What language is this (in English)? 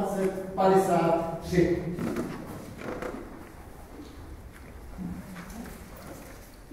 Czech